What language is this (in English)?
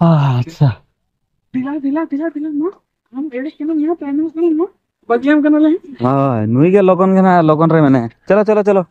Santali